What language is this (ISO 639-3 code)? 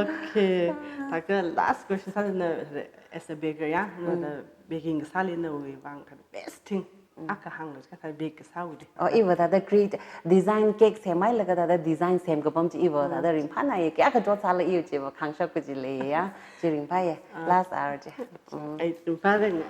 nmf